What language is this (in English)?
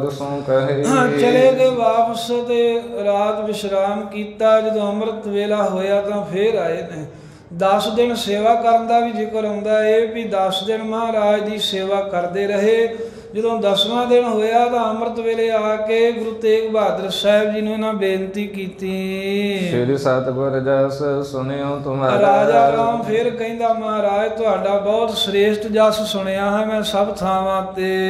Punjabi